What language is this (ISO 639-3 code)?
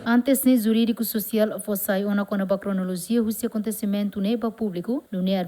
tet